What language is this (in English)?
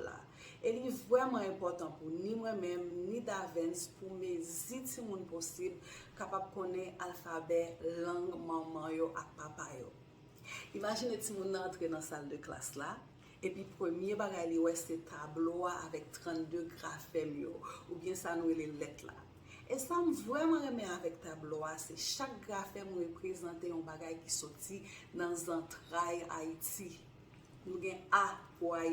Haitian Creole